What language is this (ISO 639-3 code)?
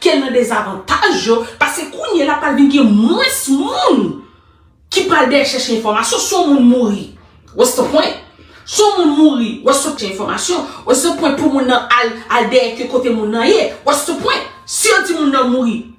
hat